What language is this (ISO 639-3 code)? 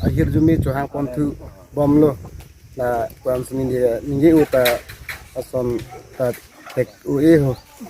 mjw